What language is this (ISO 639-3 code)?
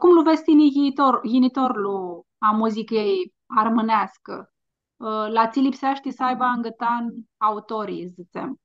rup